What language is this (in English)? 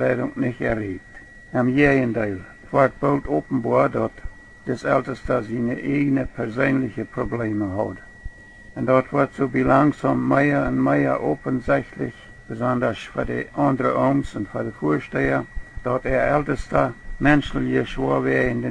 Plautdietsch